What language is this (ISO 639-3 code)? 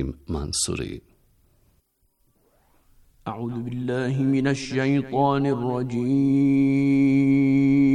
bos